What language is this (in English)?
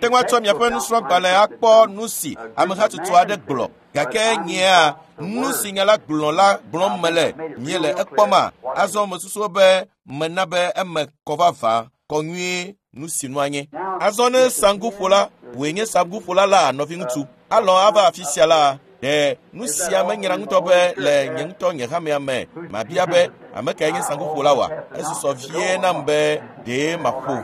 Ewe